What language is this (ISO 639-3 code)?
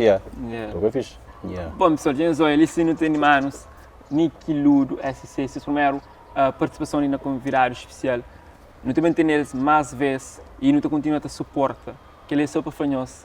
kea